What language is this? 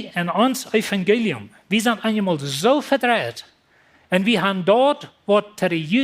Plautdietsch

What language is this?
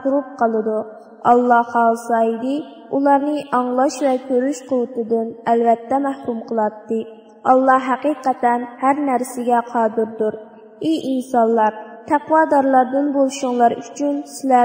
Uyghur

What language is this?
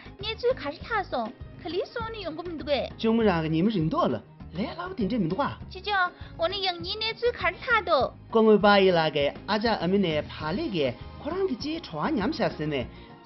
Tibetan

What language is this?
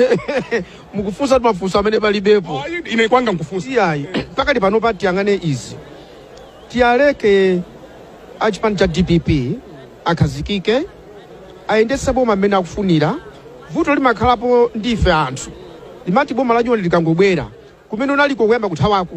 Nyanja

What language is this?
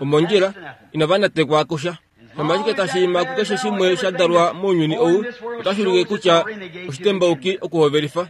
Kuanyama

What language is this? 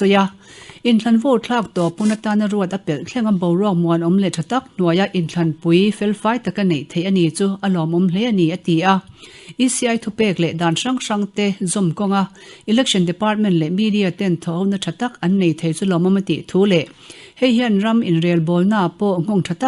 Mizo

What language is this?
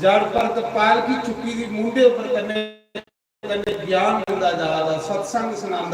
Dogri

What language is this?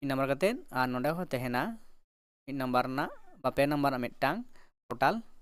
Santali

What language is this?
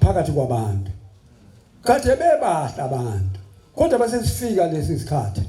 Zulu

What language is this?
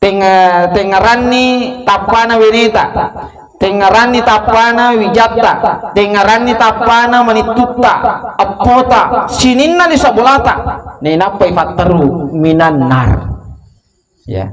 Buginese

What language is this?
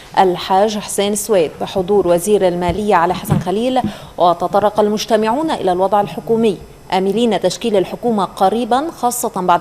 Arabic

